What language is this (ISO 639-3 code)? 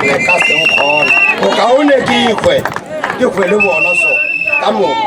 nso